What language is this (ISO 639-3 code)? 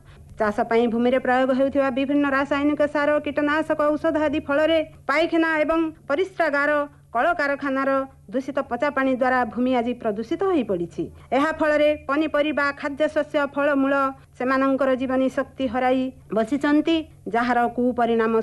ori